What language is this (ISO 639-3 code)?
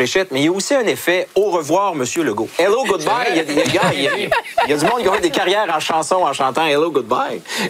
fra